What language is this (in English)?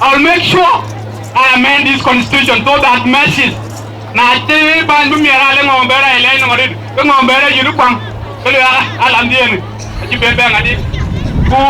Dinka